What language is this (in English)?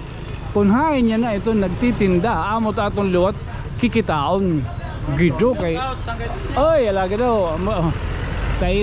Waray